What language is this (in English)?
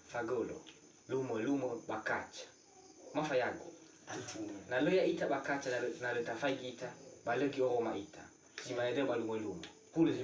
Nias